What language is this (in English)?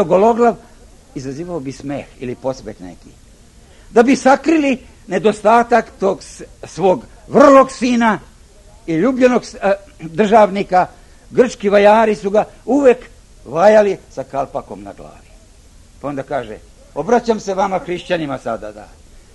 Serbian